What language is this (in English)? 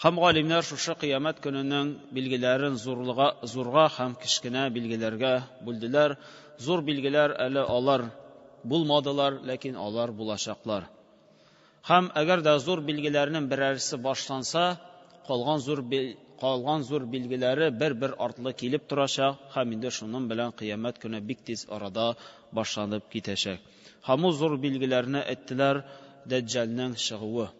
Tatar